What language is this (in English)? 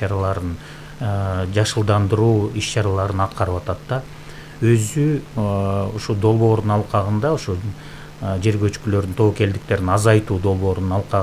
Kyrgyz